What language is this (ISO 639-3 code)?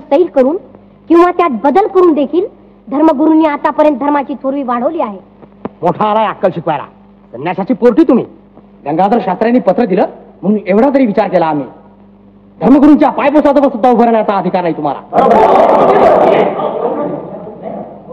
mar